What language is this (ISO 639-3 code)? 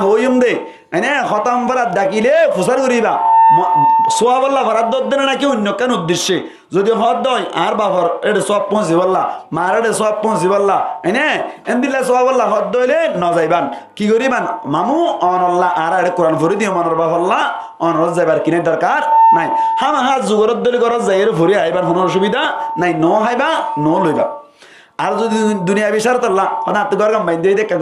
rhg